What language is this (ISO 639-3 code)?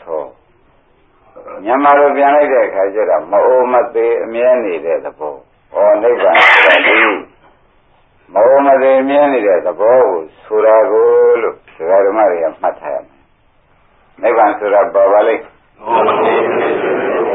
mya